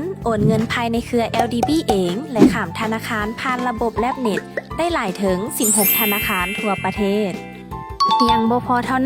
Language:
Lao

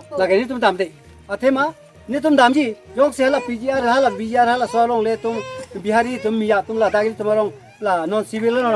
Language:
Karbi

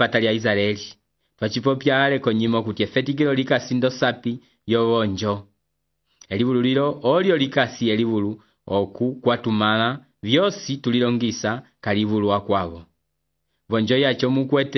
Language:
Umbundu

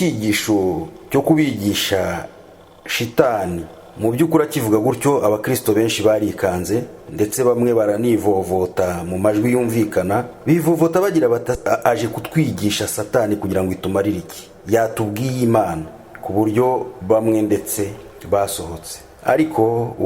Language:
Kinyarwanda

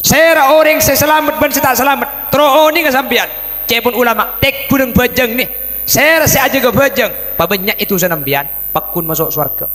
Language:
Madurese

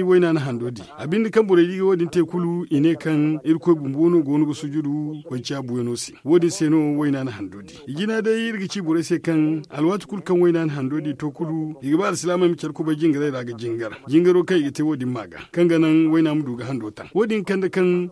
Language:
Zarma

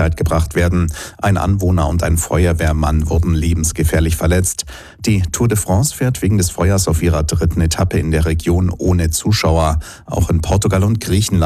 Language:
German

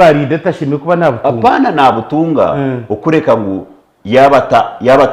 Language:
Nyankole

